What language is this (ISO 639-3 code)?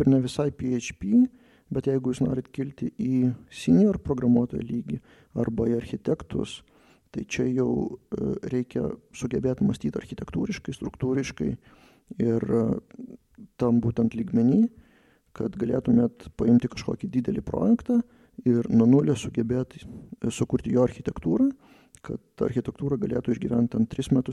lit